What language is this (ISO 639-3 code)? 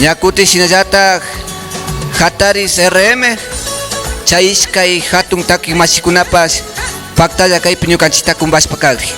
qvi